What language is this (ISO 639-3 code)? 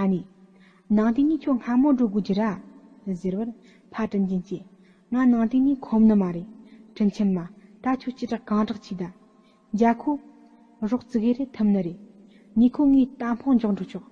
bod